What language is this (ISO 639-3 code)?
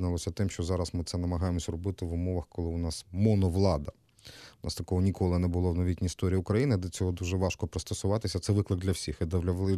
ukr